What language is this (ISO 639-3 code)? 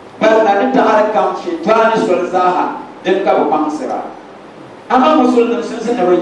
dag